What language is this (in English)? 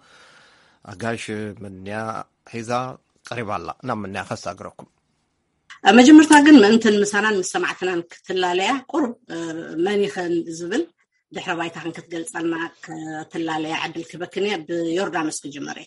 Tigrinya